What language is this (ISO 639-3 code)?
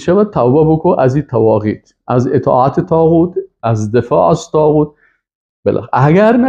fas